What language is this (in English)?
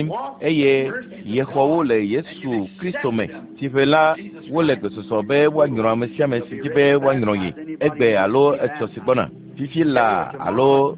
Ewe